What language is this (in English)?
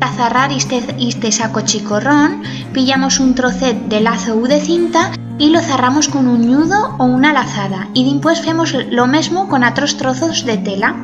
Aragonese